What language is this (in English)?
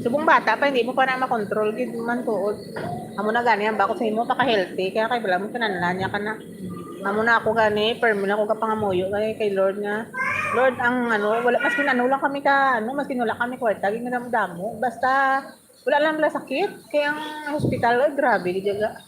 Hiligaynon